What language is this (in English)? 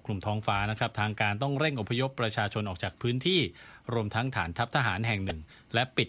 Thai